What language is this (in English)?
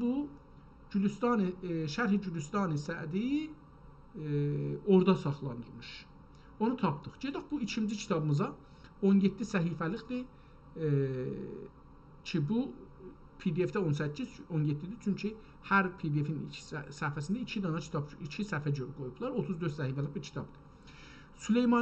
South Azerbaijani